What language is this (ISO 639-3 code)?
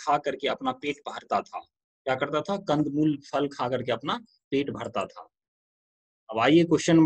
hin